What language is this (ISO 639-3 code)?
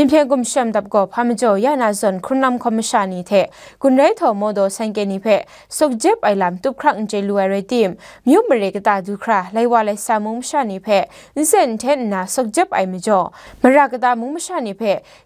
kac